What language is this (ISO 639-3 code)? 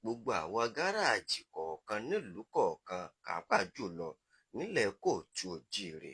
yor